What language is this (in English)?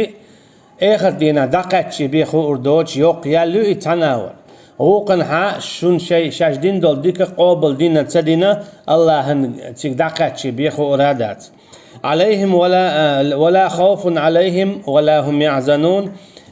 Chechen